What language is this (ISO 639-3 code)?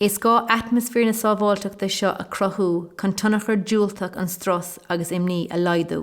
gle